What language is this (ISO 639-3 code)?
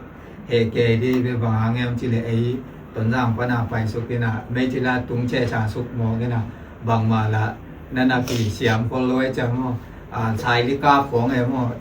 ctd